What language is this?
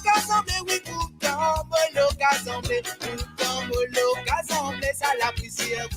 Morisyen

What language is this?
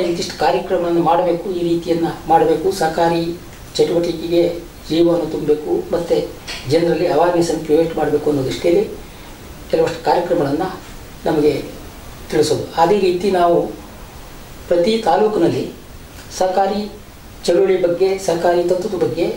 Kannada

